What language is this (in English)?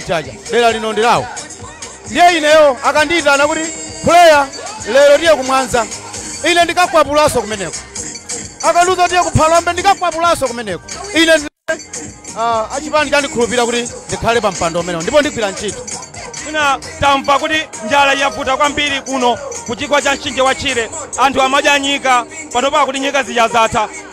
Nyanja